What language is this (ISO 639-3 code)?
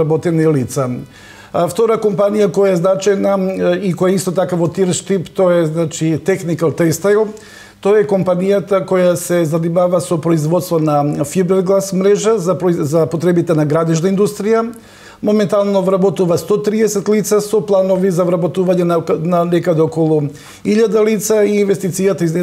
mkd